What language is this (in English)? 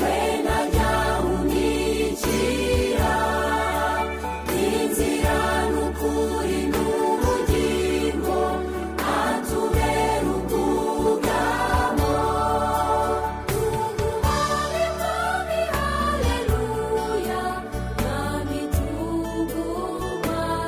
Kinyarwanda